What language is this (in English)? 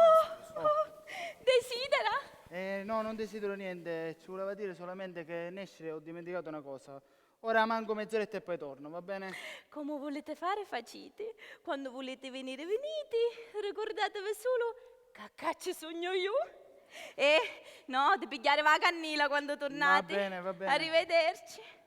Sicilian